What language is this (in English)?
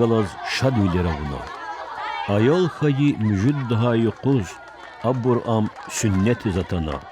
Lezghian